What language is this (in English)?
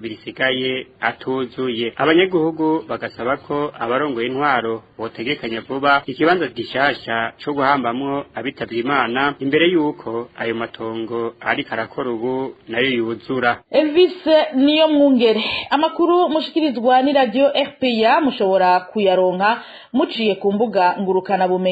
Rundi